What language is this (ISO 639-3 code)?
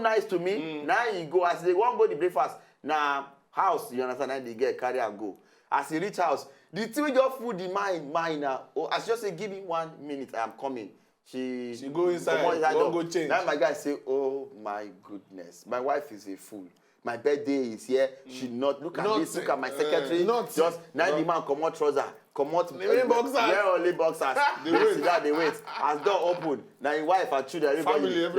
pcm